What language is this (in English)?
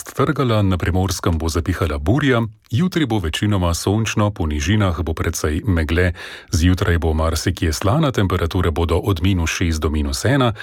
Slovenian